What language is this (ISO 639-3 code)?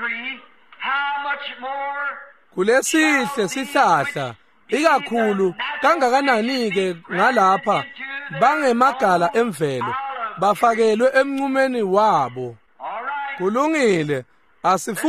ssw